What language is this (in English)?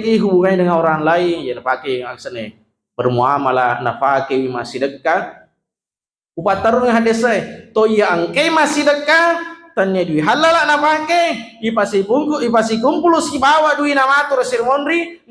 Buginese